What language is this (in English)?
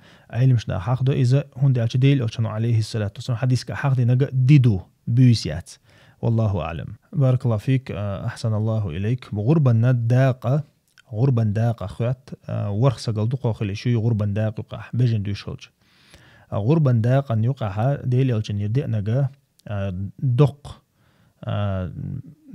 Chechen